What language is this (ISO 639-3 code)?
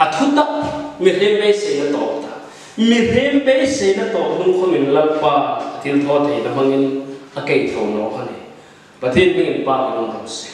hmr